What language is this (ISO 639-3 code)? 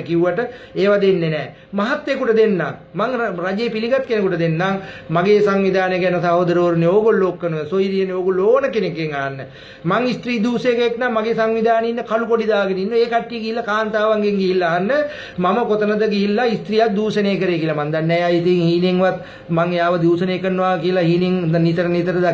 sin